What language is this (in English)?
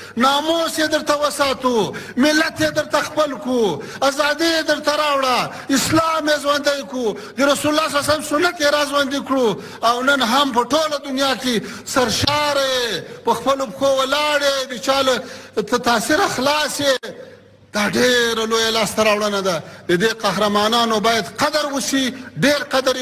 Pashto